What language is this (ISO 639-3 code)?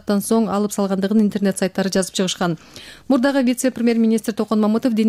kir